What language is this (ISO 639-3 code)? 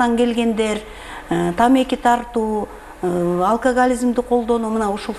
kir